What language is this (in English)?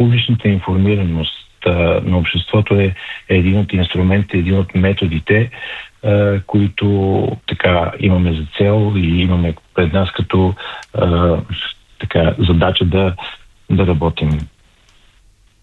Bulgarian